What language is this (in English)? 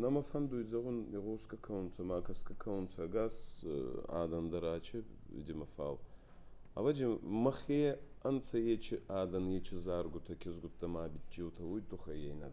Ossetic